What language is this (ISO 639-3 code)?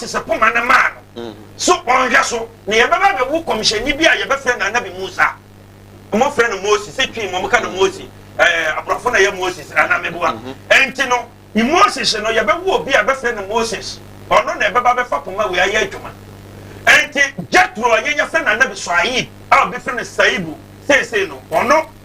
aka